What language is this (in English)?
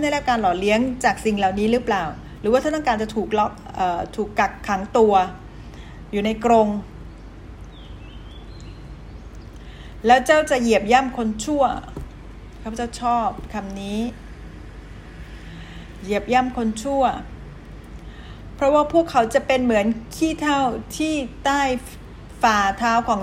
Thai